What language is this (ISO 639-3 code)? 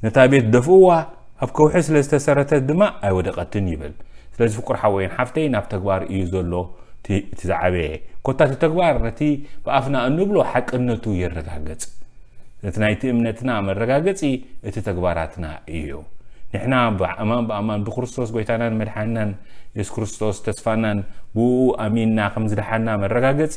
tir